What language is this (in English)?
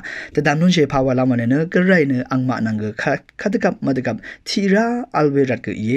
Rawang